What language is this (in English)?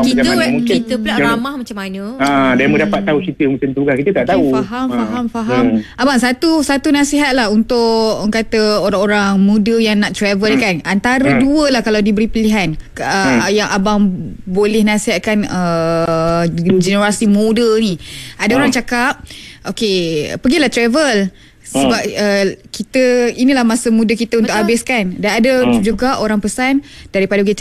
Malay